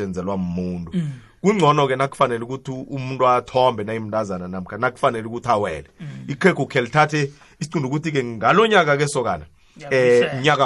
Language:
South Ndebele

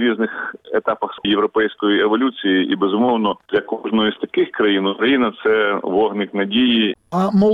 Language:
Ukrainian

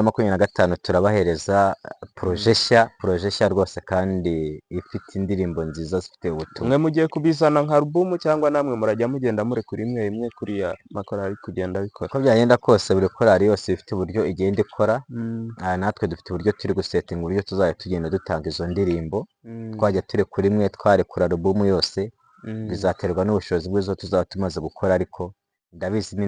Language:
Kinyarwanda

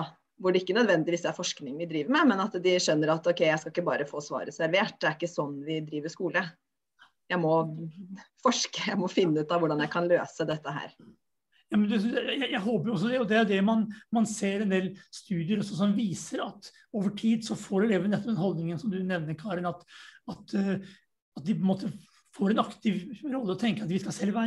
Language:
Norwegian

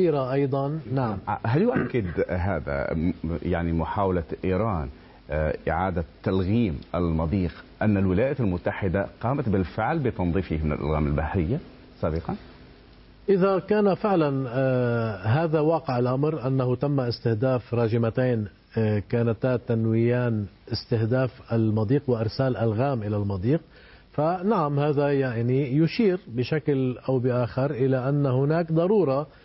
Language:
Arabic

